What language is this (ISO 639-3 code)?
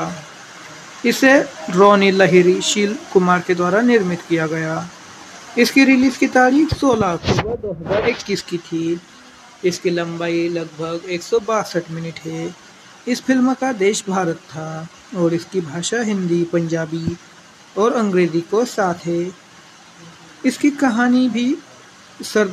hin